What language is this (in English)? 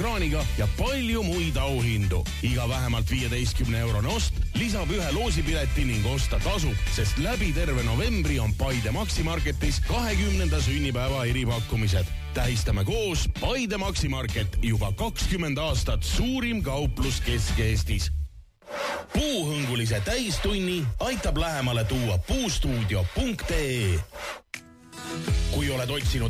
Estonian